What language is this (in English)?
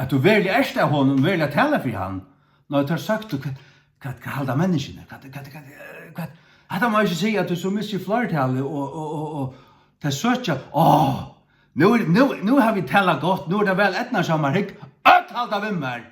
Faroese